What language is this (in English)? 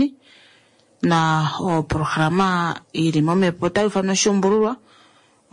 Kuanyama